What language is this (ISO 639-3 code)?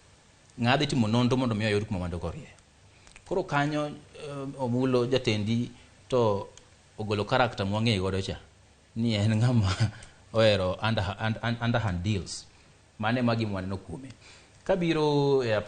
luo